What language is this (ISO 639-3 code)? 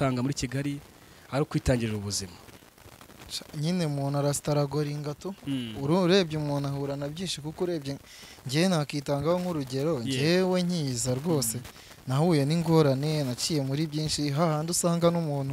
kin